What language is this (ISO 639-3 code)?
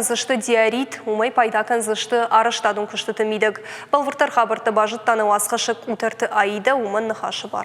oss